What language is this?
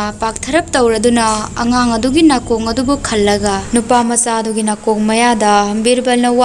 Manipuri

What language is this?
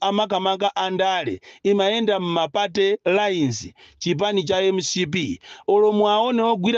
Nyanja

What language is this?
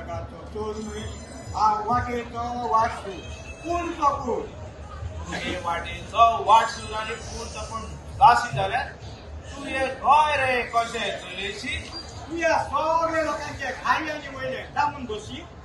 Konkani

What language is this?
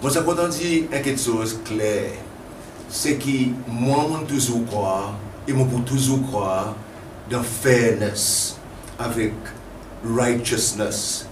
Seselwa Creole French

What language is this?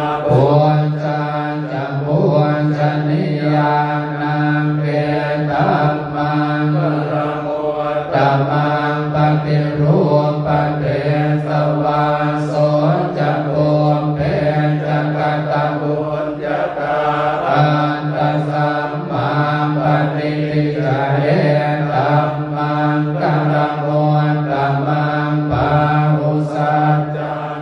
Pali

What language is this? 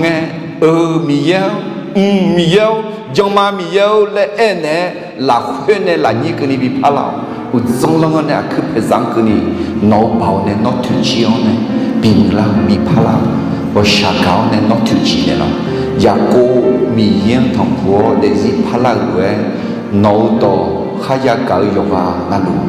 Akha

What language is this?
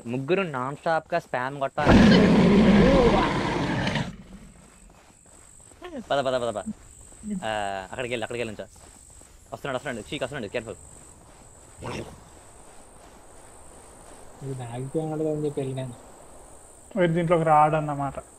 Telugu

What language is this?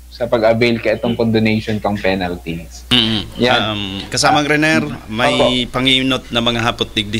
Bikol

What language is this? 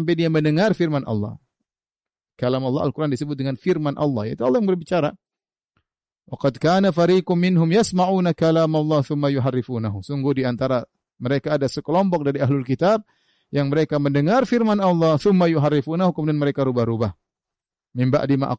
Indonesian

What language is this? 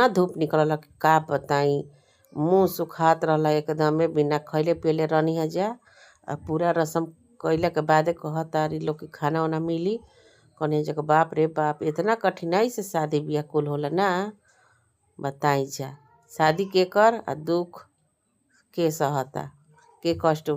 Bhojpuri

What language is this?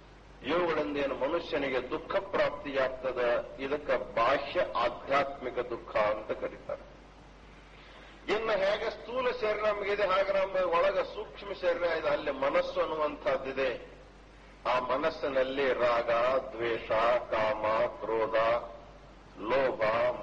Kannada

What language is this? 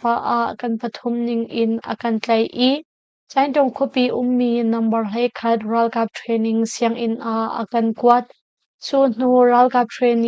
Hakha Chin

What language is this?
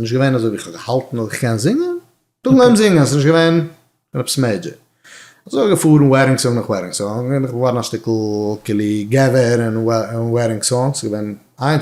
Yiddish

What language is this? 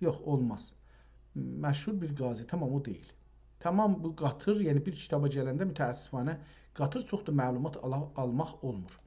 South Azerbaijani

